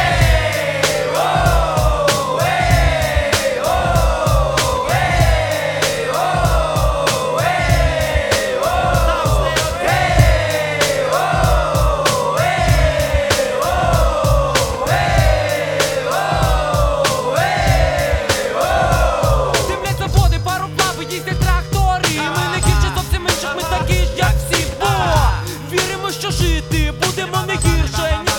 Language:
Ukrainian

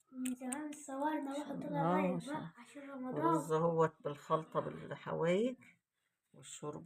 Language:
Egyptian Arabic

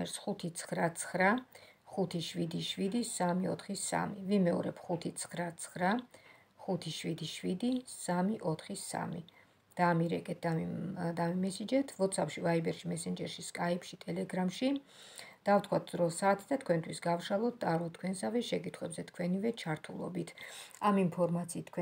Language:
Georgian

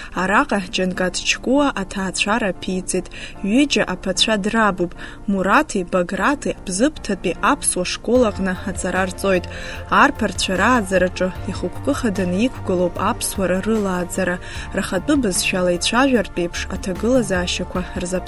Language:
Abkhazian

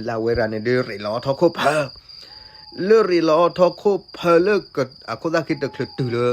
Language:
S'gaw Karen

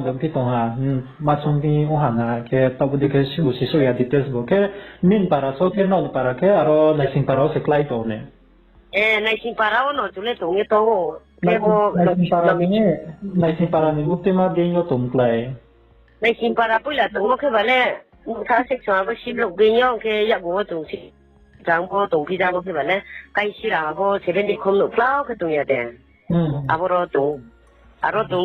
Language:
Riang (India)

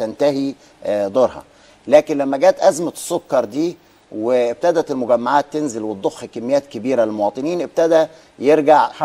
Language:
Egyptian Arabic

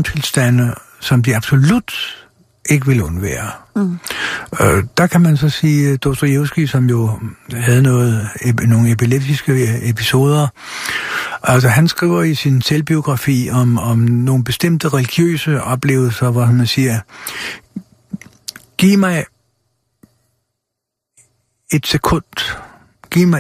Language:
Danish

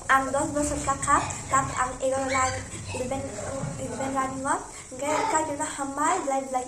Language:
Kok Borok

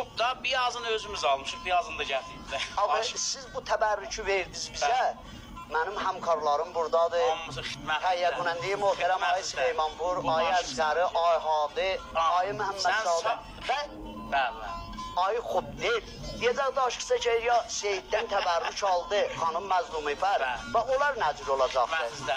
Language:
South Azerbaijani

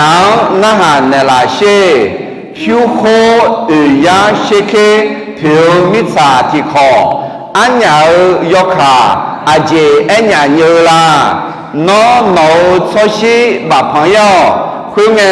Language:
Akha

